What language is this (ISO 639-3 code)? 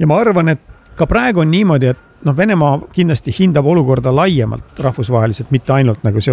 est